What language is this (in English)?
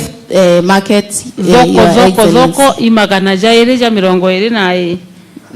Meru